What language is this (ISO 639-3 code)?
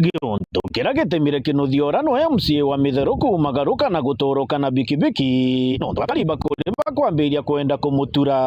mer